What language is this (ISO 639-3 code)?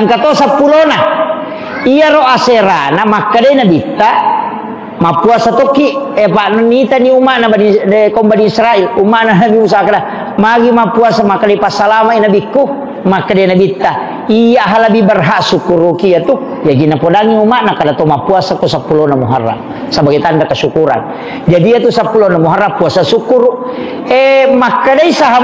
bug